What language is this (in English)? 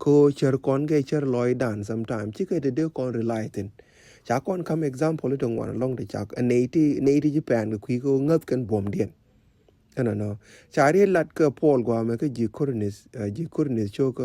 Nuer